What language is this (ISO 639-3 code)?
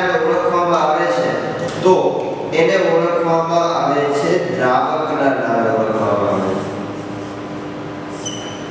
guj